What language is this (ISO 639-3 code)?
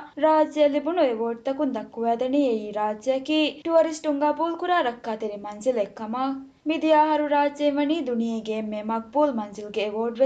div